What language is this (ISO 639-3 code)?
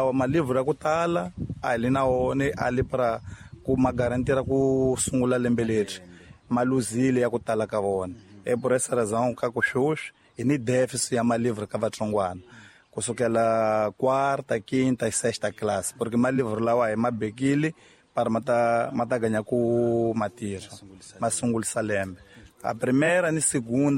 tso